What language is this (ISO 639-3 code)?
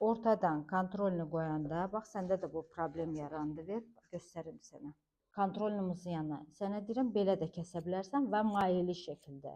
aze